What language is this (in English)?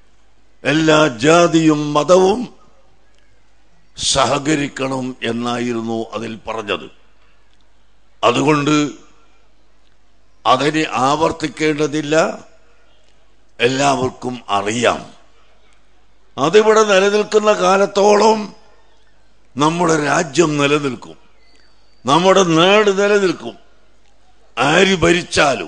Malayalam